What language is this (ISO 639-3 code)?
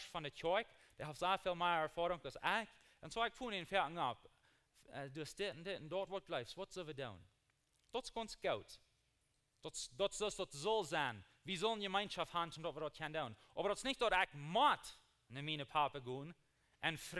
pdt